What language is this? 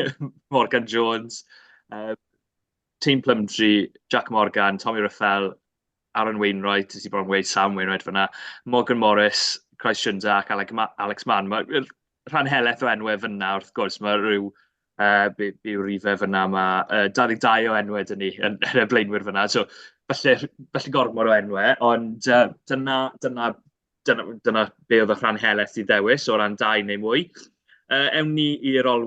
Welsh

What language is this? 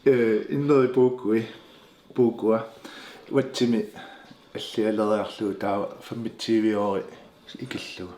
Kalaallisut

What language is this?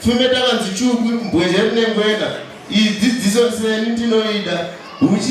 Shona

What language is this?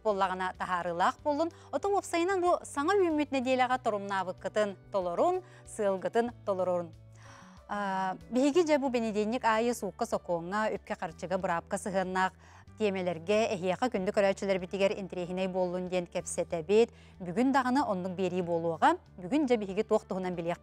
Yakut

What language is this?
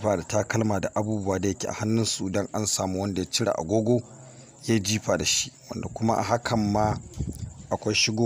Hausa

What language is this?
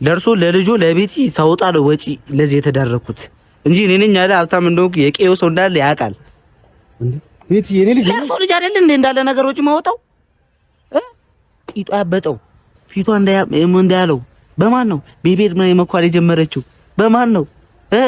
Amharic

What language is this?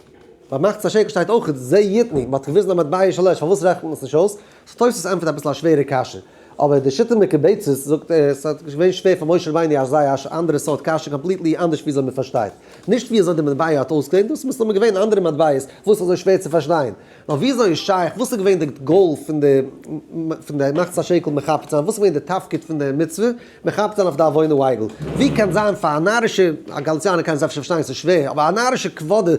Yiddish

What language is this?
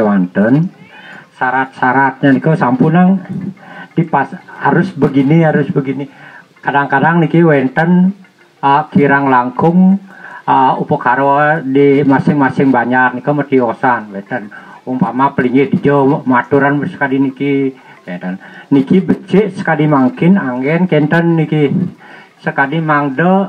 Balinese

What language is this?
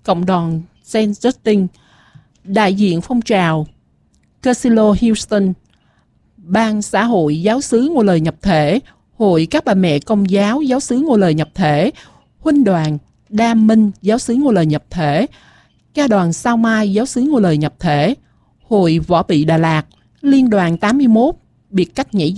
Vietnamese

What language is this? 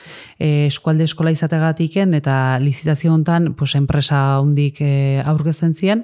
Basque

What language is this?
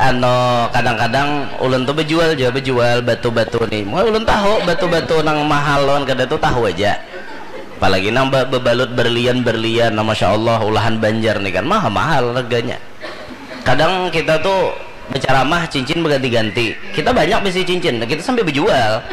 Banjar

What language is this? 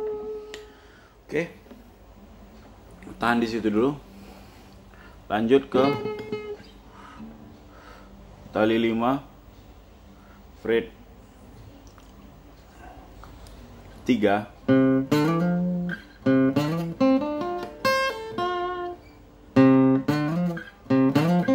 Indonesian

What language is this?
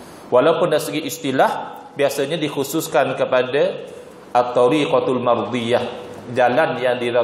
Malay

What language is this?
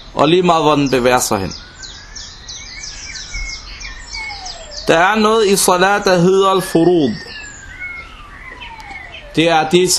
Danish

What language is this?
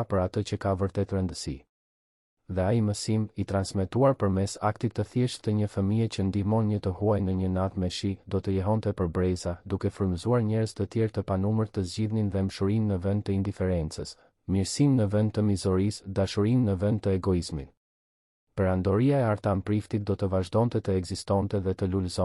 Albanian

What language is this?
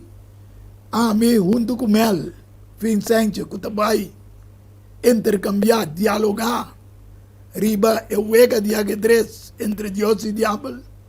Papiamento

